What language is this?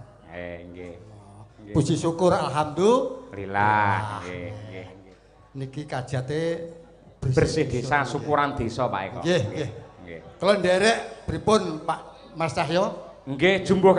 Javanese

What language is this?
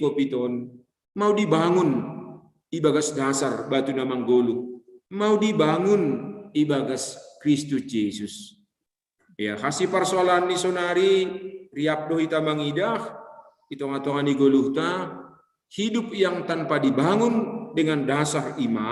Batak Simalungun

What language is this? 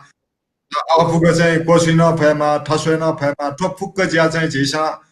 Newari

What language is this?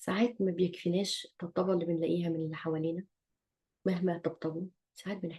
Egyptian Arabic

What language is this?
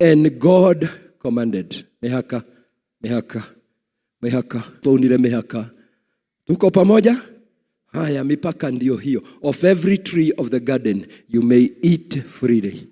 Kikuyu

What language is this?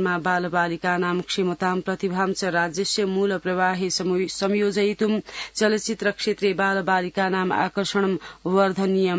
Sanskrit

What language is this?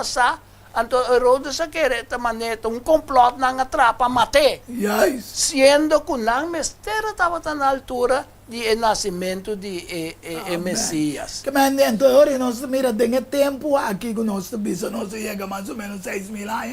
Papiamento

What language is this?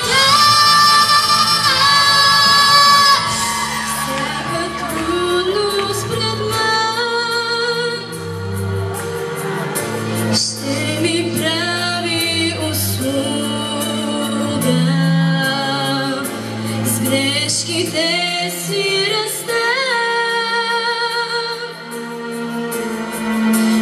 Bulgarian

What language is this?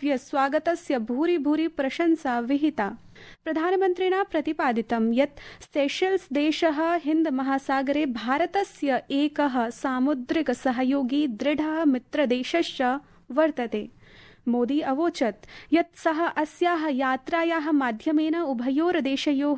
Sanskrit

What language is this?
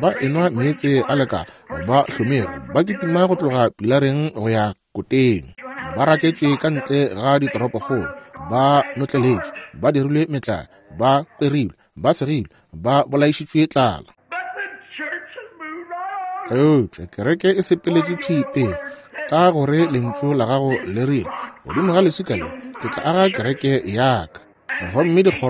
Northern Sotho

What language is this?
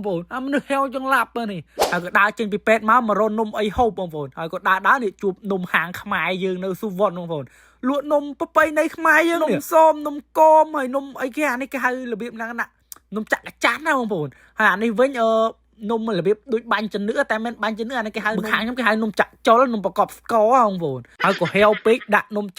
Khmer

